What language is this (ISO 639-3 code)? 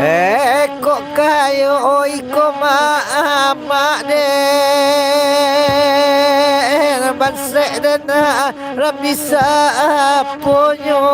min